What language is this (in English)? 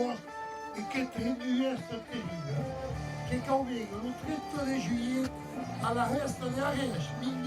Occitan